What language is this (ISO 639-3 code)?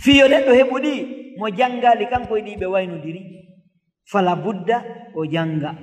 ful